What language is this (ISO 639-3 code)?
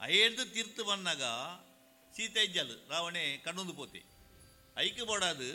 tcy